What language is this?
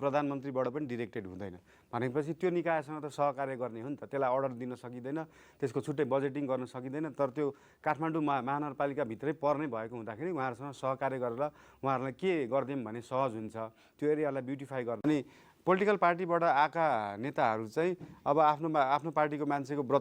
Nepali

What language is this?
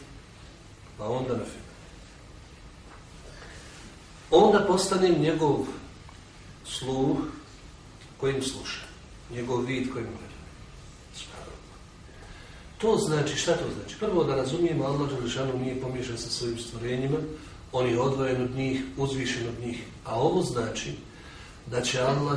Bosnian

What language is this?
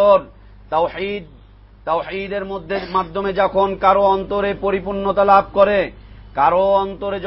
Bangla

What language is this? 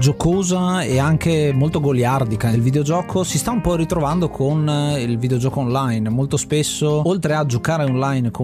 Italian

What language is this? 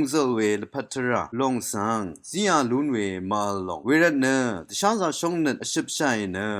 Rawang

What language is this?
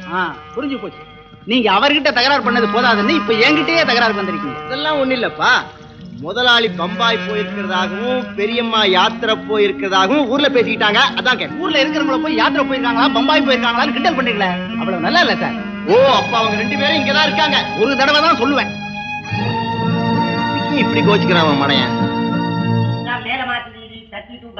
Tamil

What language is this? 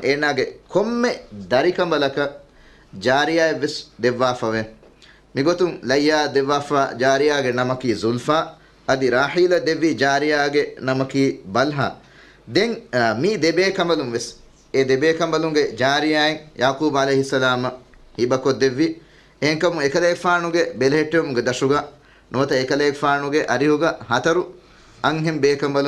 Divehi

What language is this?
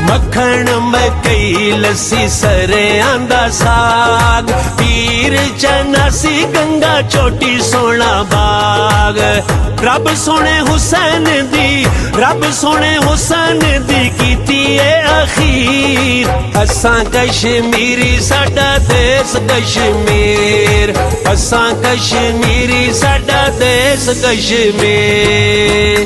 Pahari-Potwari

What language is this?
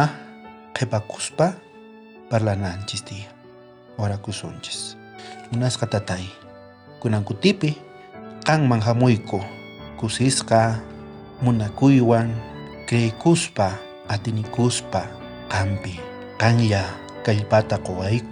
South Bolivian Quechua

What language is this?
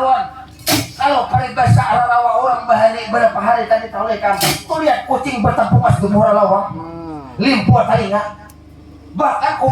Banjar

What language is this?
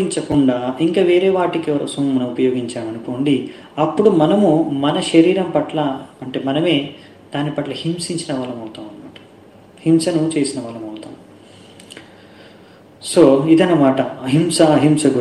Telugu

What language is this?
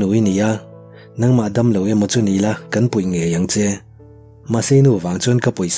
Mizo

